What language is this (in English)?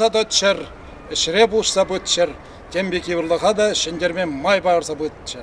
Chuvash